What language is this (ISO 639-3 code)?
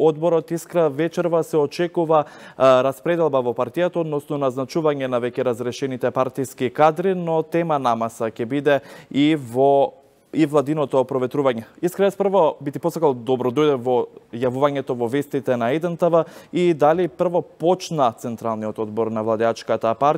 mkd